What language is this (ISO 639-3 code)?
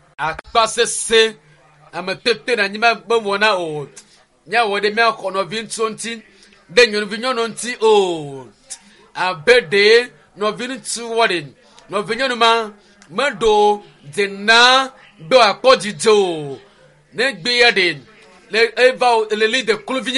ewe